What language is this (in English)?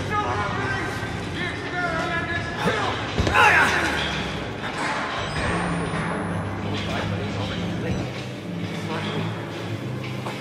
English